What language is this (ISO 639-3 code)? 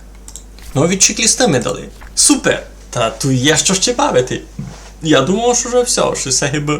rue